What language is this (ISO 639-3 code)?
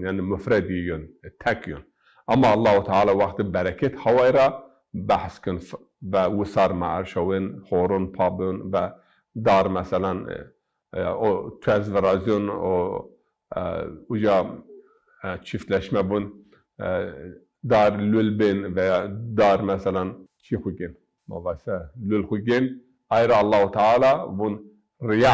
zza